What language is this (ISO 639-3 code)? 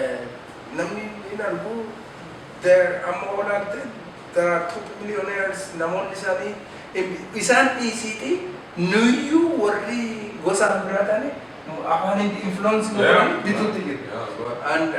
orm